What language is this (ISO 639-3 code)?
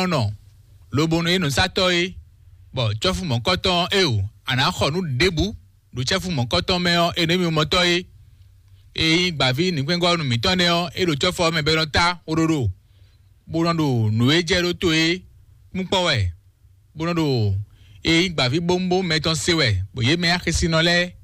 fon